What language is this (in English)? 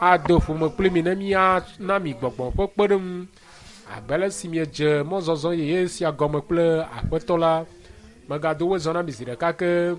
Ewe